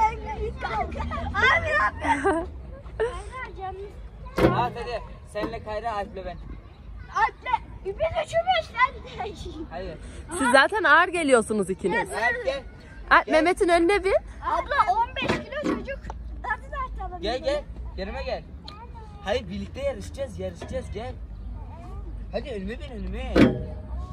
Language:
Turkish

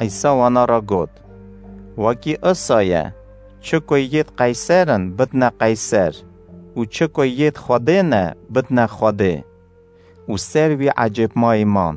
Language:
Kurdish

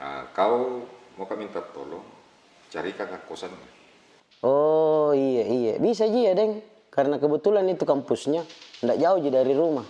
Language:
Makassar Malay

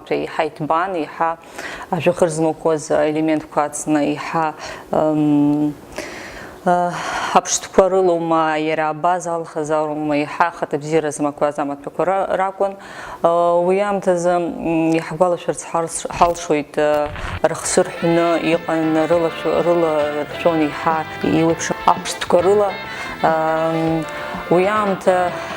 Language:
Abkhazian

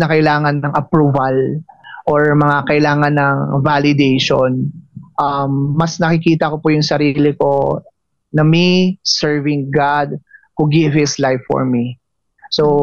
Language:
Filipino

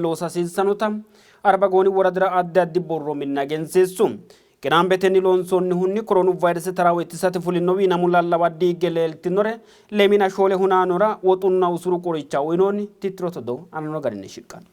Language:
Sidamo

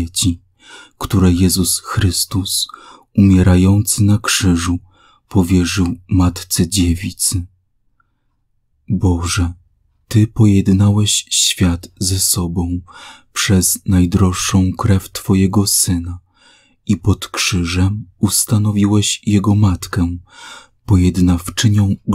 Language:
Polish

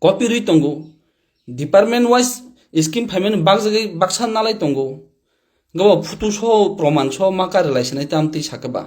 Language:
Kok Borok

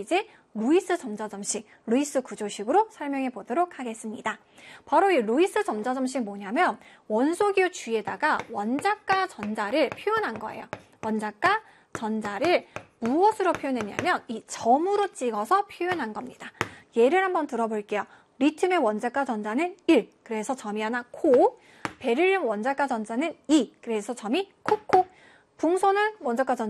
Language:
Korean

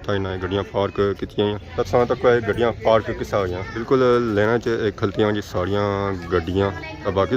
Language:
Pahari-Potwari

